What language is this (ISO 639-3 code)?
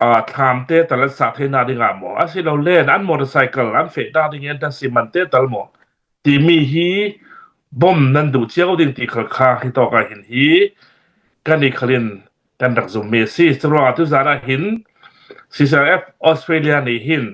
cnh